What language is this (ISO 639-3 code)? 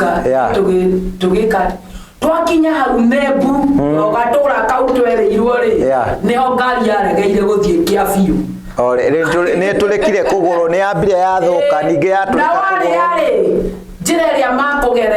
kik